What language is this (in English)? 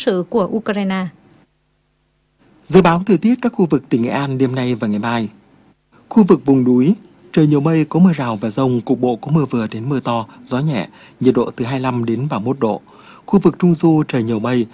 Vietnamese